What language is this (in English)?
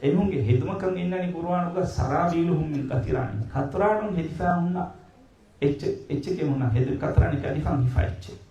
Divehi